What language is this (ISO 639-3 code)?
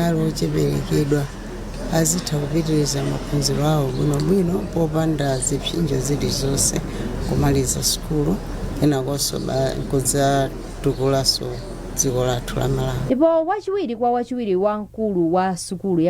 nya